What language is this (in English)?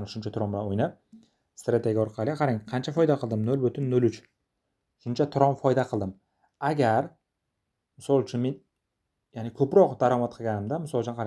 Uzbek